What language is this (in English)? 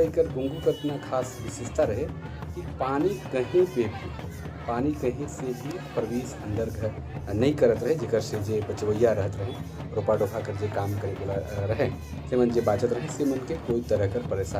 Sadri